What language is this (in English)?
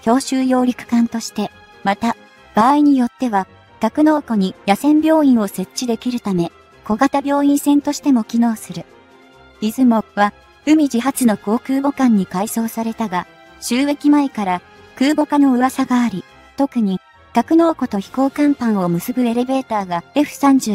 Japanese